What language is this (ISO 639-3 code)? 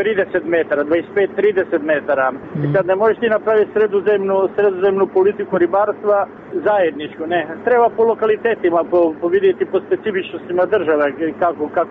hrv